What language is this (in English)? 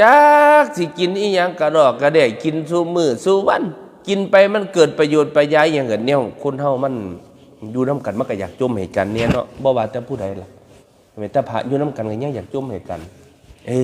Northeastern Thai